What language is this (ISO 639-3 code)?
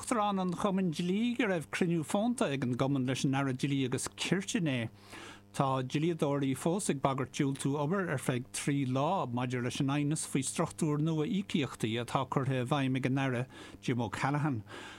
gle